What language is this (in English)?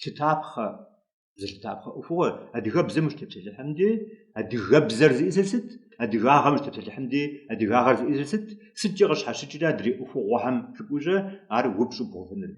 Kabardian